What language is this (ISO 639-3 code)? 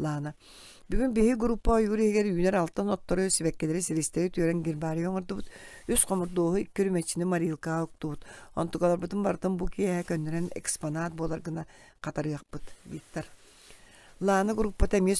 sah